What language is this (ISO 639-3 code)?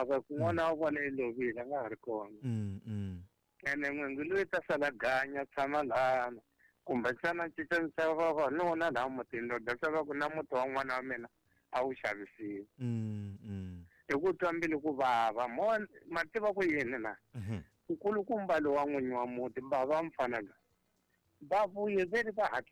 tso